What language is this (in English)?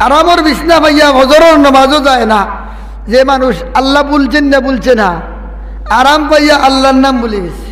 Sylheti